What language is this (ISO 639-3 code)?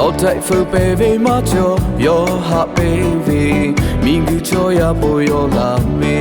lhu